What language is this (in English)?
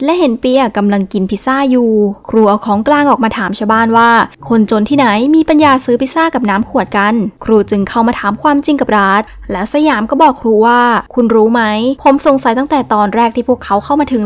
Thai